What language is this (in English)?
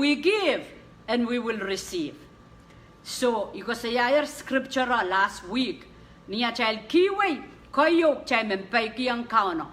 Pohnpeian